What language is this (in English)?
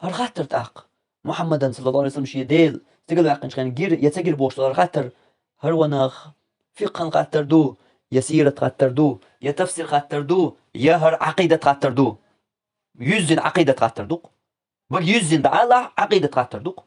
Chechen